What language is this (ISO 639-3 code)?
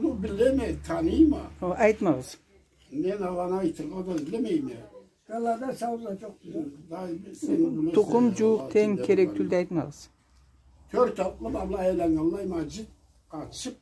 krc